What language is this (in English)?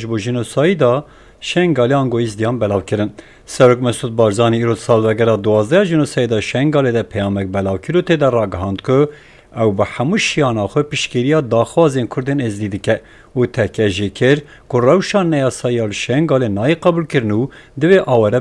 Kurdish